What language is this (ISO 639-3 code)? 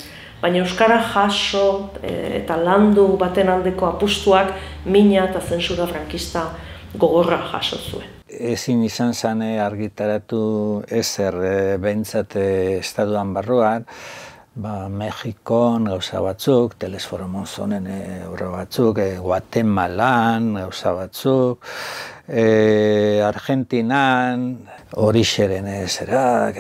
eus